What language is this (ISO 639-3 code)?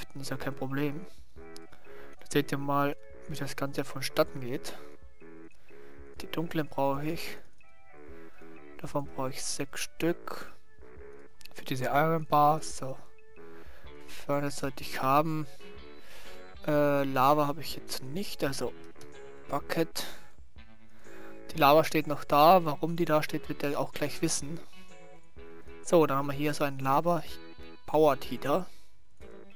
deu